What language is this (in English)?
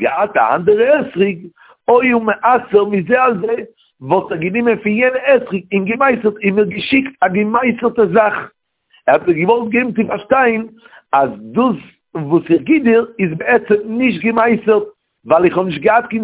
Yiddish